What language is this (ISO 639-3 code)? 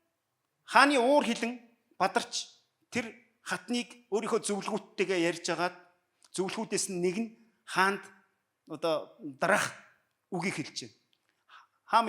mon